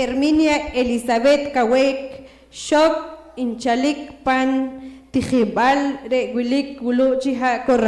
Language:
Poqomchi'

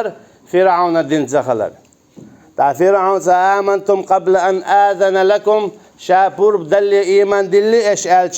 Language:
Chechen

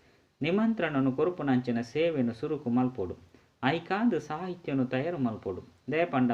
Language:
Tulu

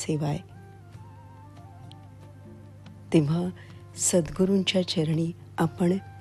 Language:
Marathi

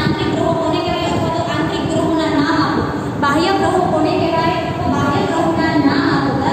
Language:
Gujarati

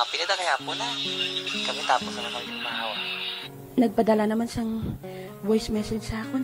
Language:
Hiligaynon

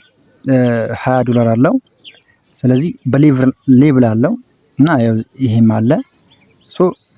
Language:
Amharic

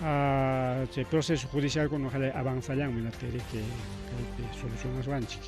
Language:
Ayacucho Quechua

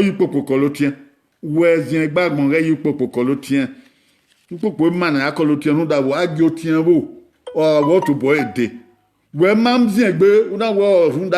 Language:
Bini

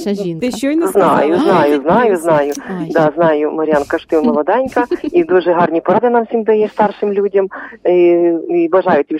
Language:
Ukrainian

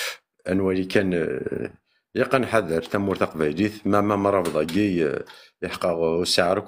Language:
Kabyle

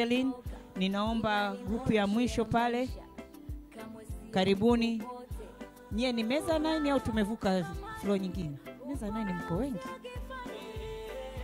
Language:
Swahili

